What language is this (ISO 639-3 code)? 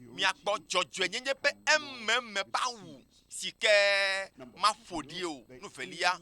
ewe